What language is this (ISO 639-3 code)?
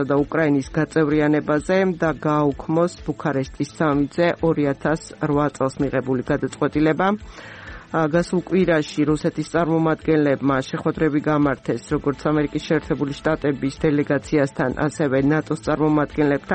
kat